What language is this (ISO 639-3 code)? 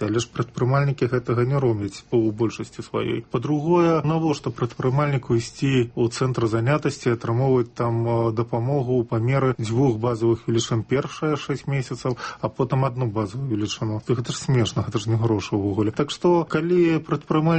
bel